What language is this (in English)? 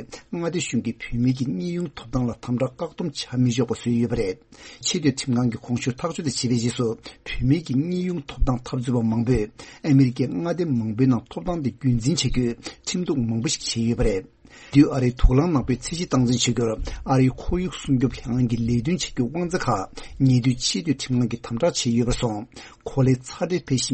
Tibetan